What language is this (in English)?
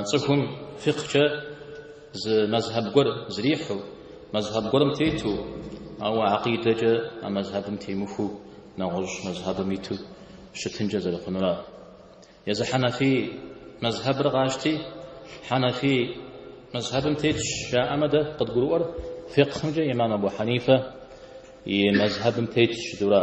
Kabardian